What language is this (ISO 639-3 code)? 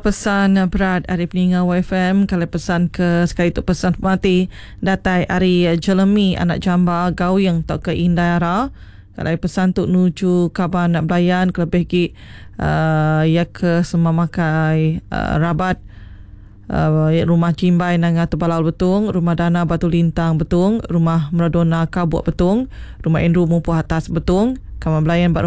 iba